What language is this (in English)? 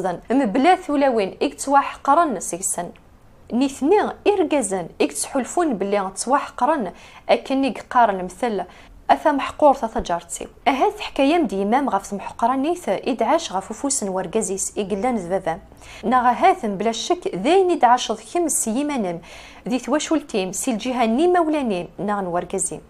Kabyle